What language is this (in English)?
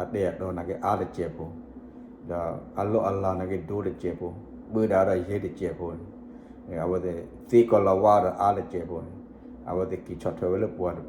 S'gaw Karen